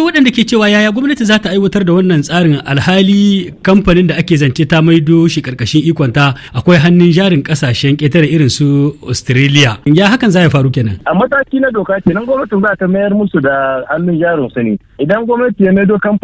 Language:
Hausa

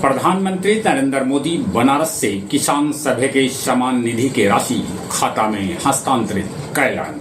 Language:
Magahi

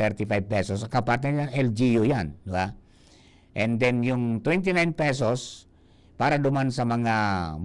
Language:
Bikol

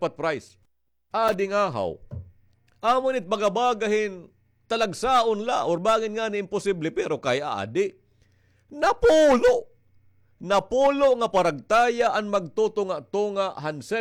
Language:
Waray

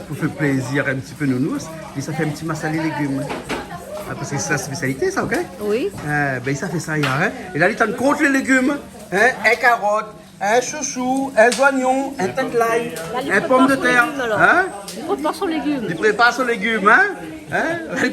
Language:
Réunion Creole French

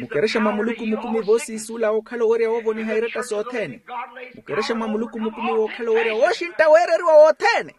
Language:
Makhuwa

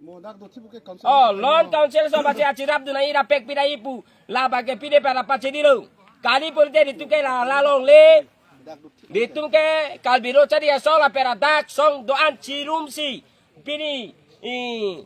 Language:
Karbi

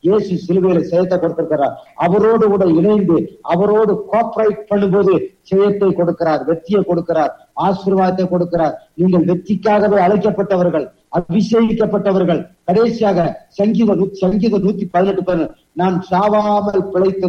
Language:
Tamil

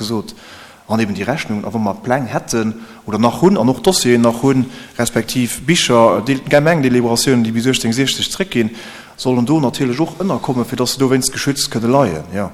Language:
Luxembourgish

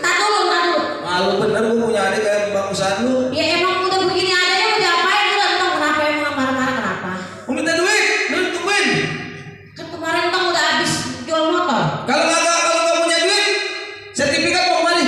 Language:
Betawi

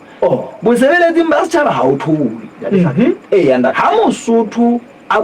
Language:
Southern Sotho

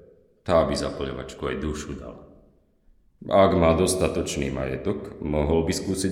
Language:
Slovak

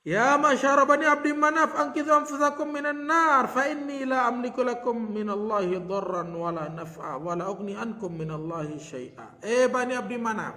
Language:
Sasak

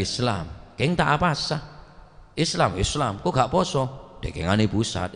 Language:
Madurese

